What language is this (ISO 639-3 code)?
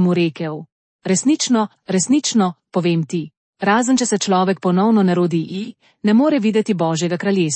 slv